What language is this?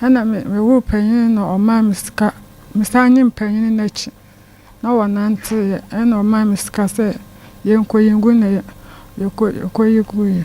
Akan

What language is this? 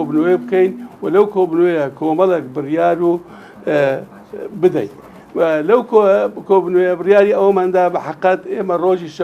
Central Kurdish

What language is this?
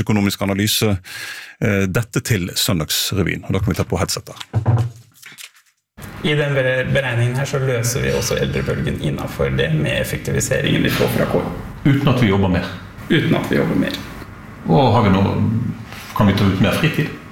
Norwegian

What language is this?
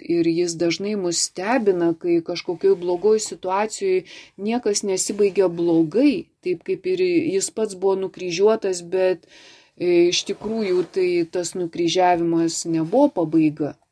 Lithuanian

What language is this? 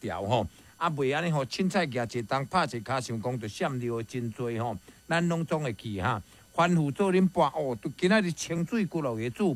Min Nan Chinese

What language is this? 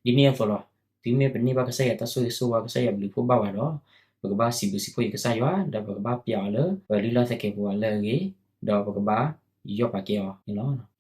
S'gaw Karen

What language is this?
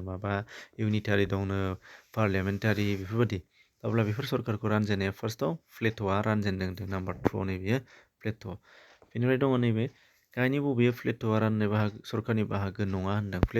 Bodo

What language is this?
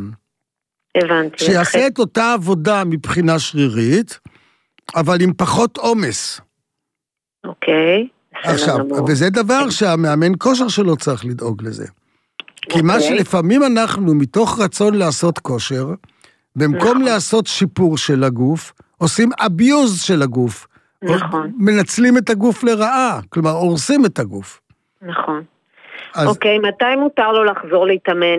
Hebrew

